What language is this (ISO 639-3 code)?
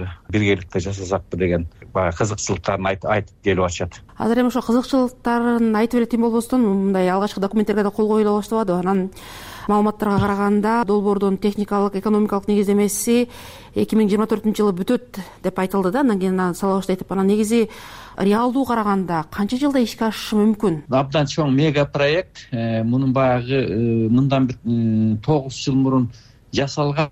kir